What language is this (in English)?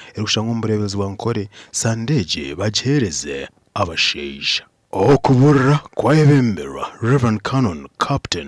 Nyankole